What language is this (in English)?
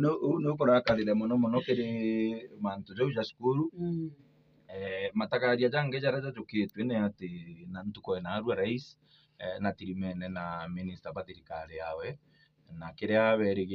Meru